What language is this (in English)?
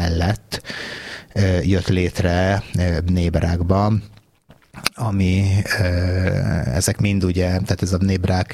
Hungarian